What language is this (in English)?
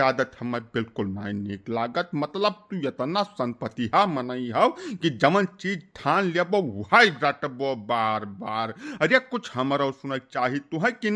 Awadhi